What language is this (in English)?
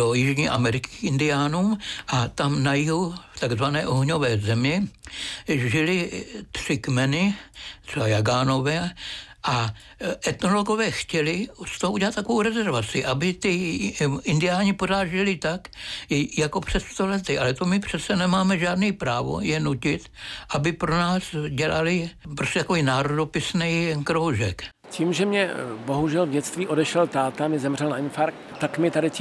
Czech